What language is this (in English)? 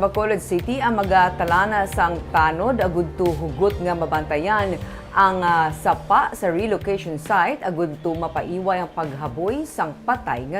Hiligaynon